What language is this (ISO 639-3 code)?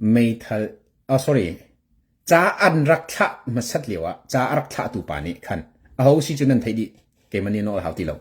cnh